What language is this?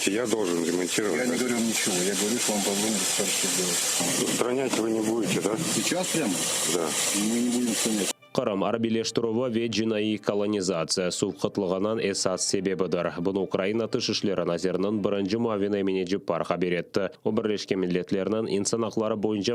Crimean Tatar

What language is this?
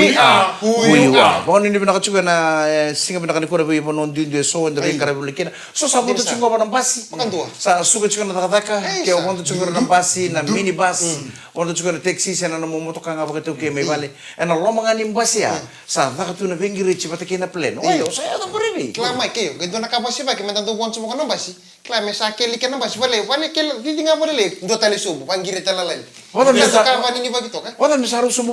Fijian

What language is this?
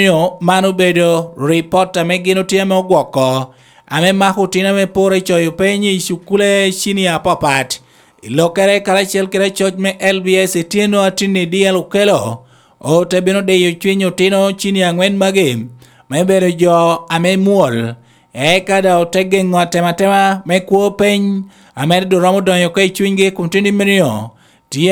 Lango (Uganda)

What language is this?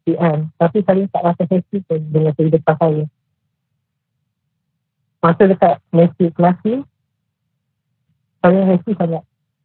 Malay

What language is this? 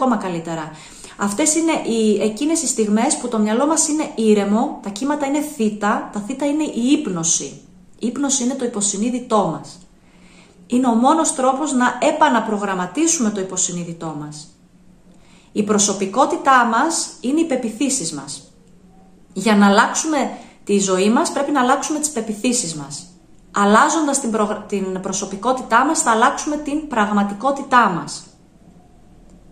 Greek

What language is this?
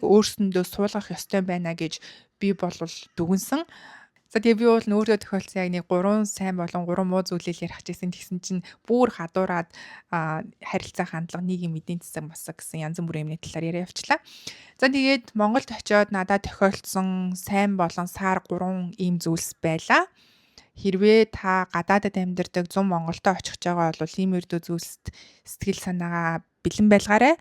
Mongolian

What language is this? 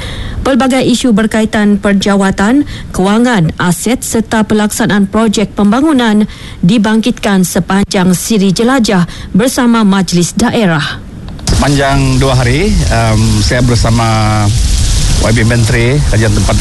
Malay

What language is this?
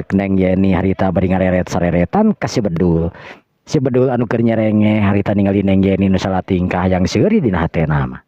Sundanese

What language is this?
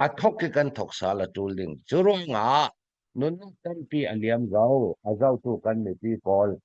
Falam Chin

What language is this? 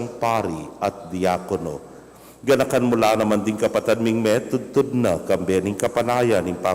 Pampanga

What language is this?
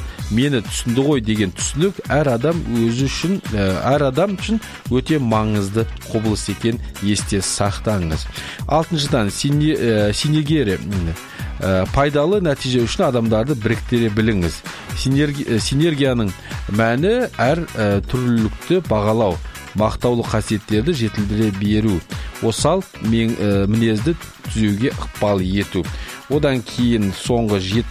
Kazakh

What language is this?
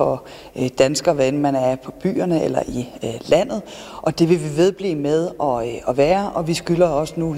Danish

